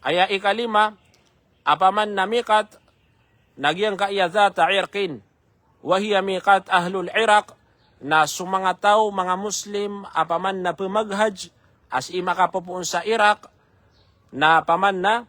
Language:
Maranao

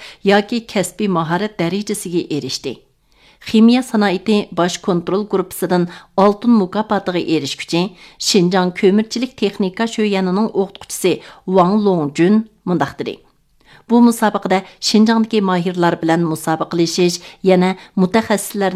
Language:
Uyghur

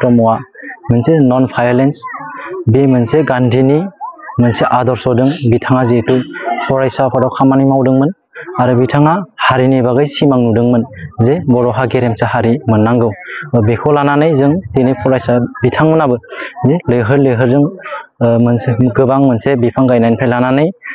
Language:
Bodo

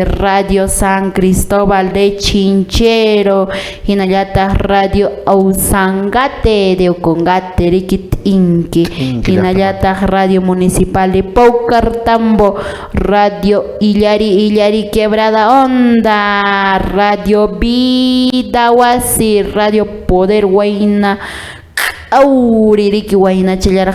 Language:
Quechua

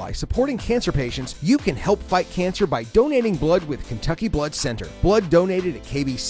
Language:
English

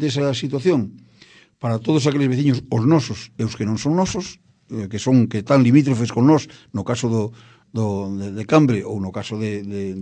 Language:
Galician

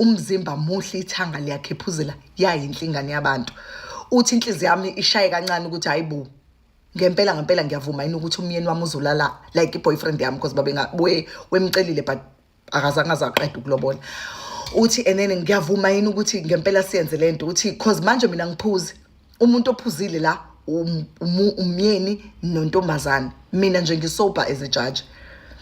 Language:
Zulu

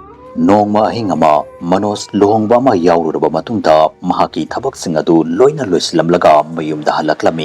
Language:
Manipuri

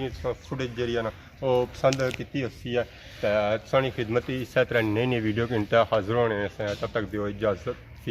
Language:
Pahari-Potwari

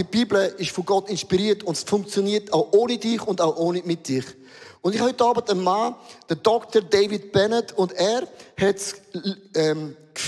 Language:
Swiss German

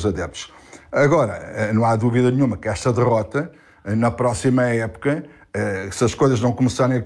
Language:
Portuguese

